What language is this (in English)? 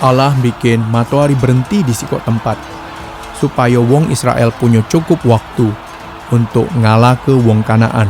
Musi